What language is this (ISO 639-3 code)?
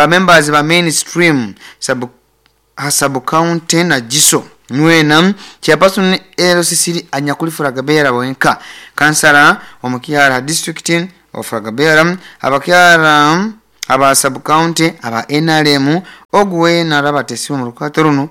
nyo